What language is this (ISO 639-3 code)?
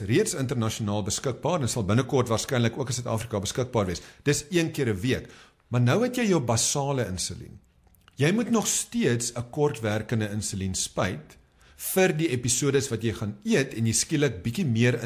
afr